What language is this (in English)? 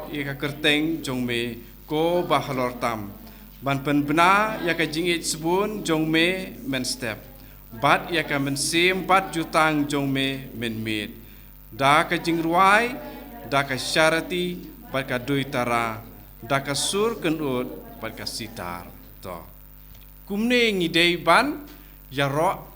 Khasi